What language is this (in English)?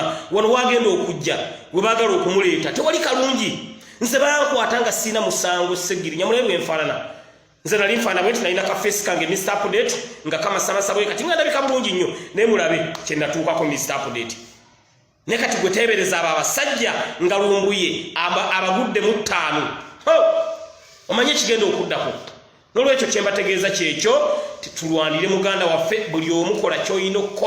Ganda